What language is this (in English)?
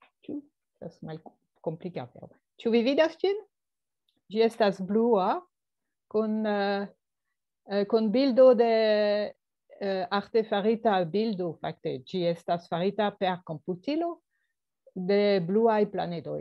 Esperanto